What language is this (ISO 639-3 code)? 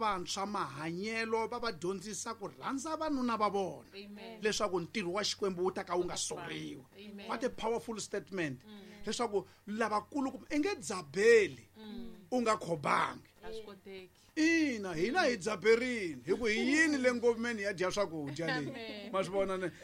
tso